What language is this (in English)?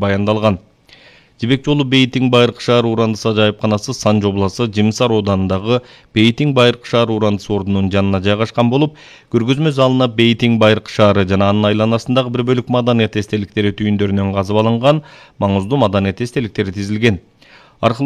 Kyrgyz